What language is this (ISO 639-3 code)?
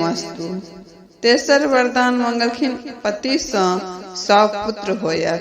mai